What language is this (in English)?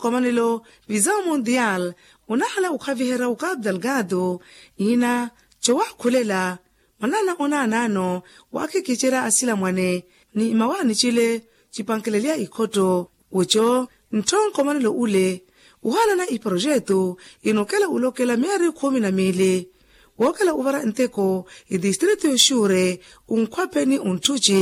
Makhuwa